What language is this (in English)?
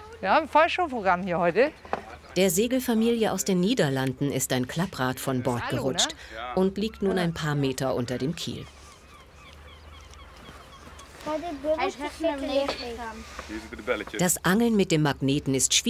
German